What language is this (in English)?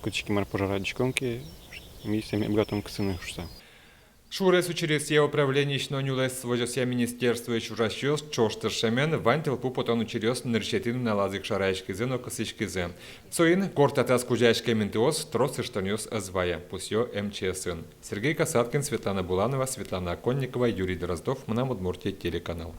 Udmurt